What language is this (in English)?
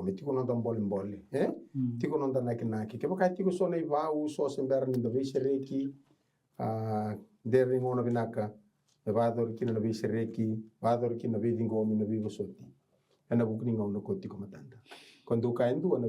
Fijian